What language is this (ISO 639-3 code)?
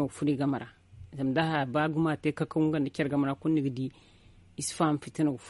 dje